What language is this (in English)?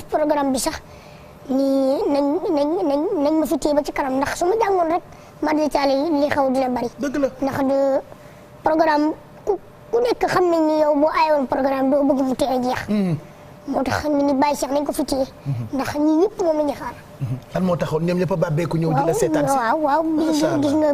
Wolof